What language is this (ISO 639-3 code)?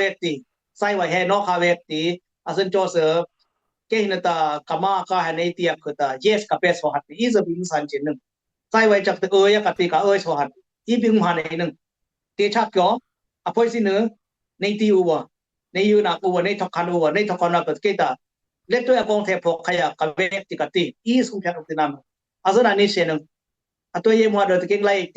dis